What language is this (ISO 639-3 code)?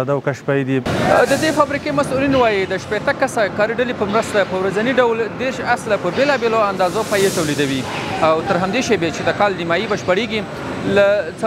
pus